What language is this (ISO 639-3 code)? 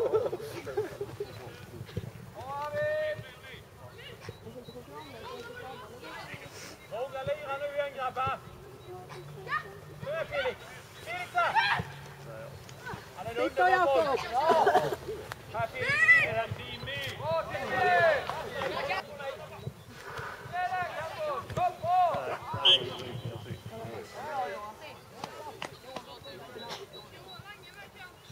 swe